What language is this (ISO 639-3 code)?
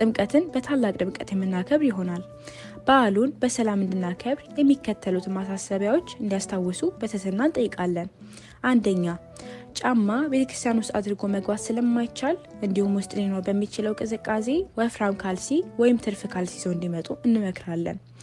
amh